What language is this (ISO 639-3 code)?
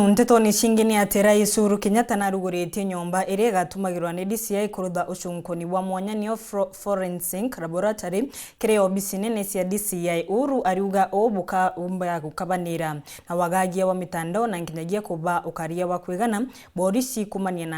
mer